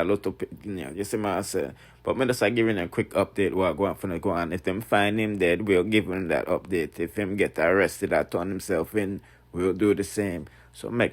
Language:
Jamaican Creole English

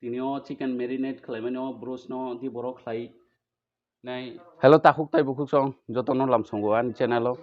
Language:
Kok Borok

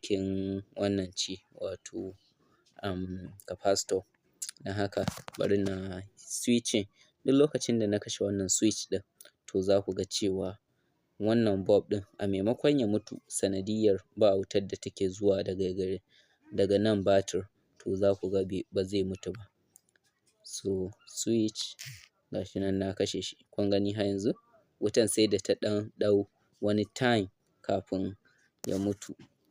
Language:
Hausa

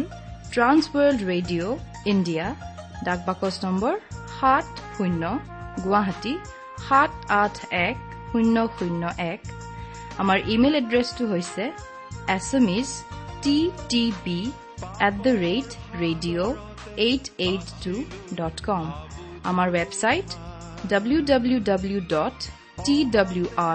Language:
Assamese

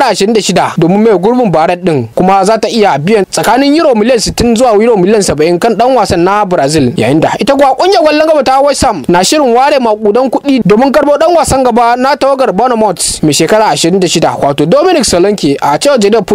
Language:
Hausa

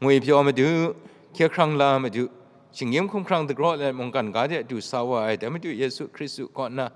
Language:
Kachin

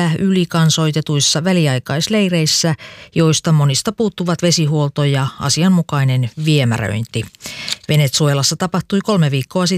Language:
Finnish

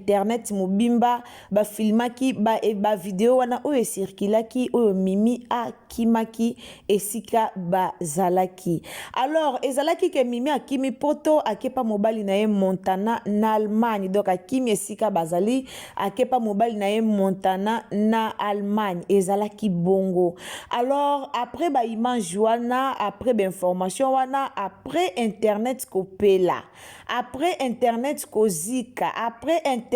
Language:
Lingala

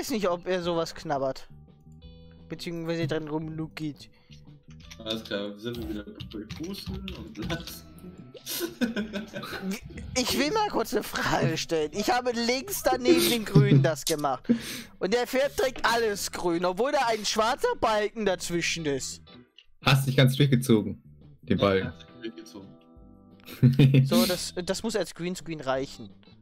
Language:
German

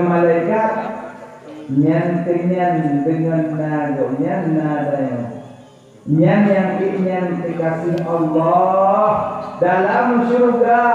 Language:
Achinese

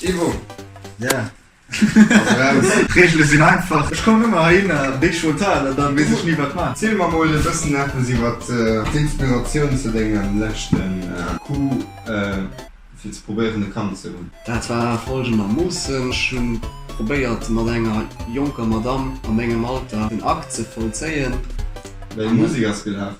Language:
Luxembourgish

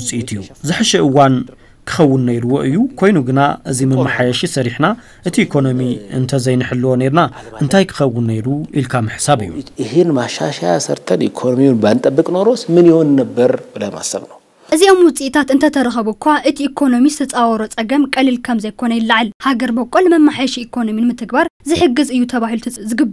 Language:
Tigrinya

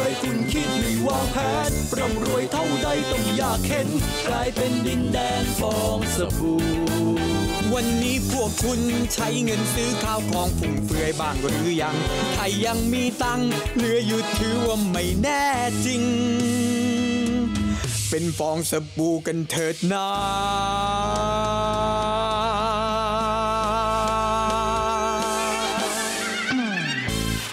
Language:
Thai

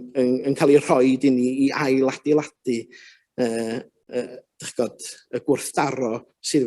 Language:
Welsh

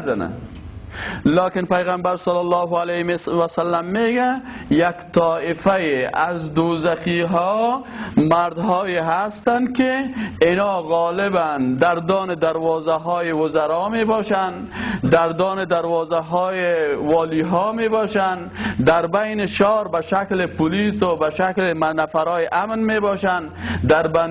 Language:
Persian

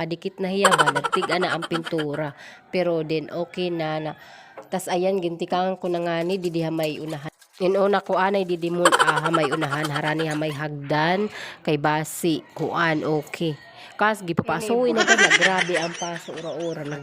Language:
Waray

